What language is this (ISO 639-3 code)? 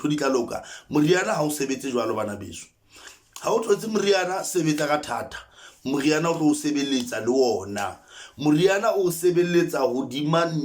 sot